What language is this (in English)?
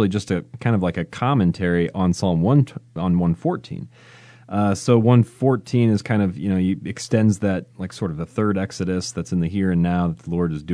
English